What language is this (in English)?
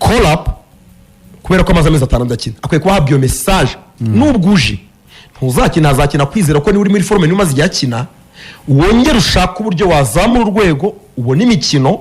Kinyarwanda